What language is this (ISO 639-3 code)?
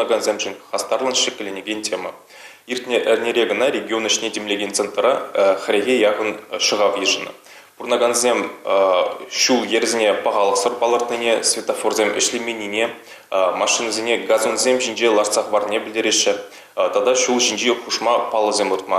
chv